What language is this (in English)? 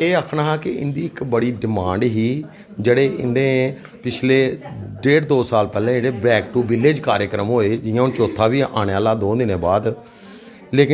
Dogri